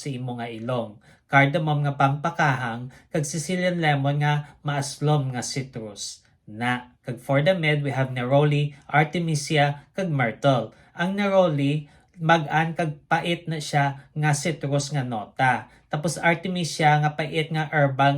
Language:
Hiligaynon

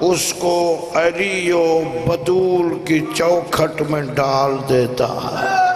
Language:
Saraiki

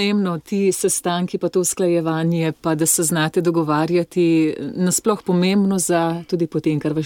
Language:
Slovenian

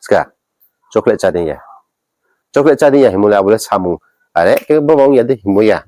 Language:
Riang (India)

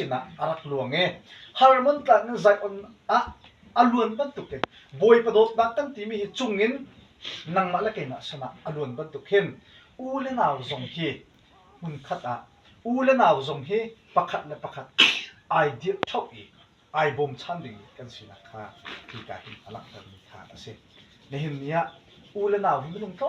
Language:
Hakha Chin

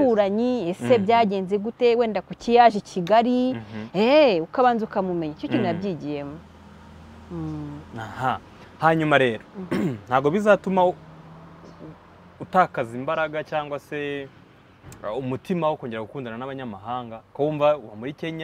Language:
Kinyarwanda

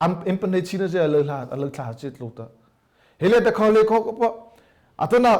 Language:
Mara Chin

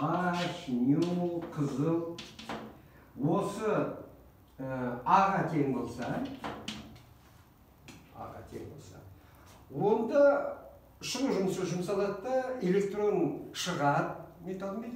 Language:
Kazakh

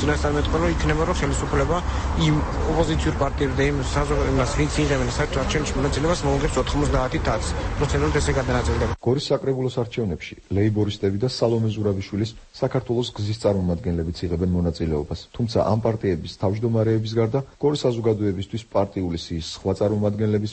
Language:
Georgian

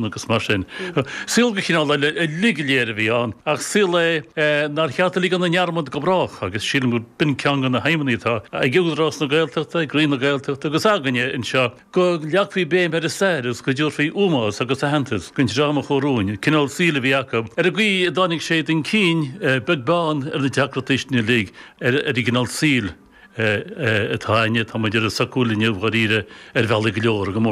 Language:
Irish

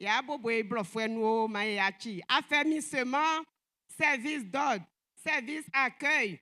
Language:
Baoulé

